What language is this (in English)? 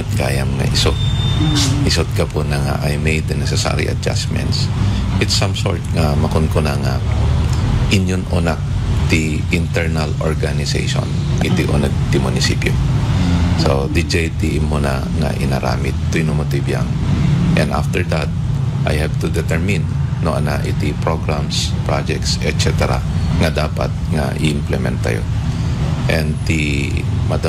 Iloko